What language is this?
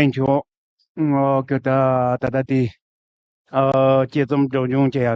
Tibetan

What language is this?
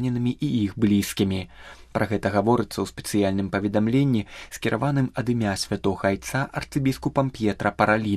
Belarusian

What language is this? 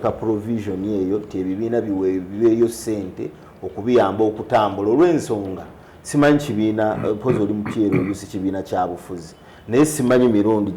Ganda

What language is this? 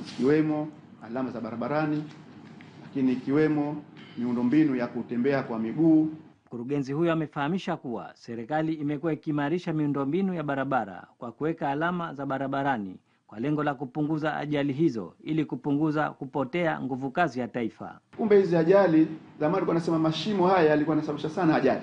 Swahili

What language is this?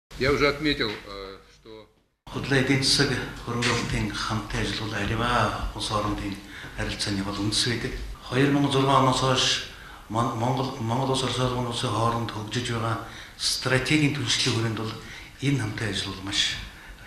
Mongolian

